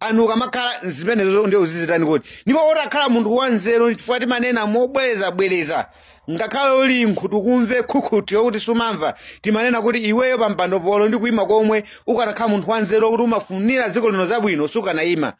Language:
Nyanja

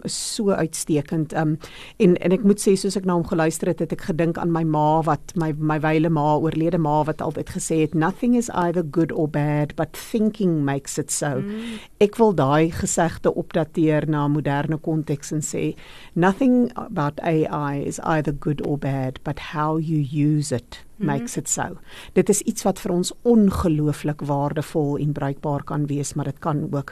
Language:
Afrikaans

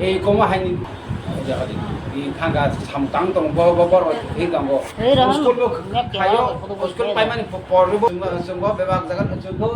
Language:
Kok Borok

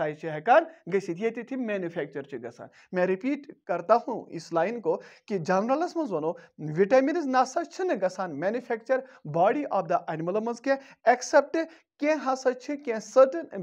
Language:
Kashmiri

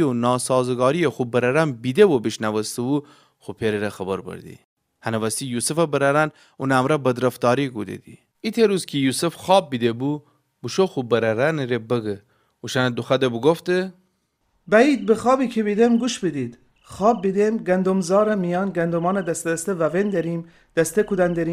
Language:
Gilaki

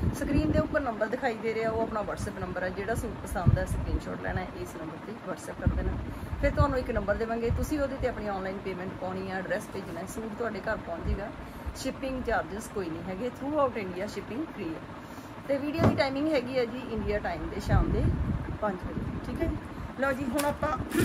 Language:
Punjabi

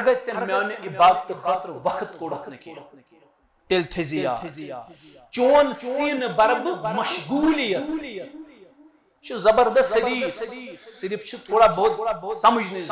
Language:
Kashmiri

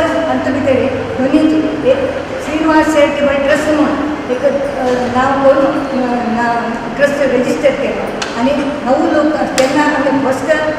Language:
Konkani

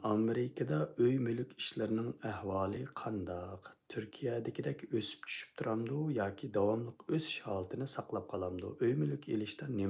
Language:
Uyghur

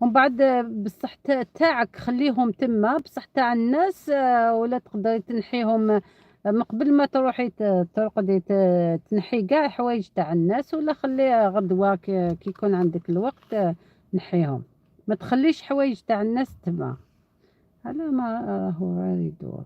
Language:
Algerian Arabic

